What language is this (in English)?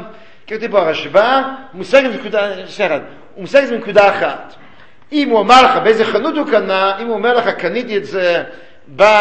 Hebrew